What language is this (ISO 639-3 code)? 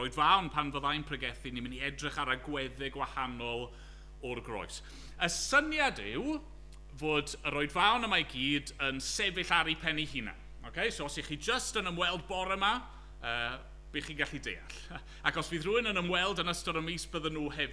cym